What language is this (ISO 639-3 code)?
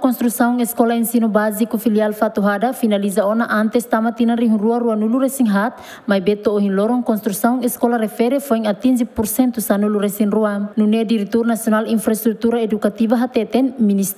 tet